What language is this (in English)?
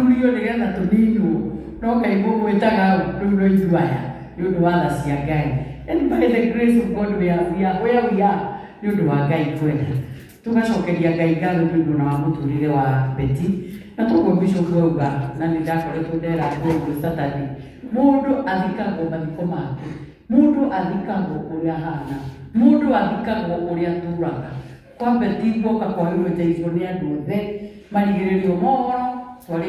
Kikuyu